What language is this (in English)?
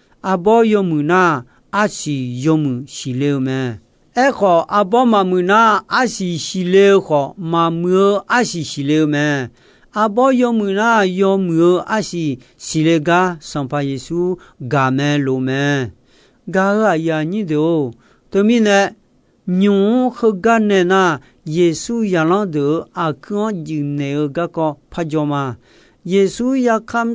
Akha